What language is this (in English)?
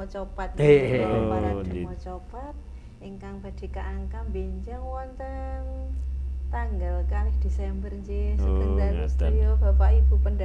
Javanese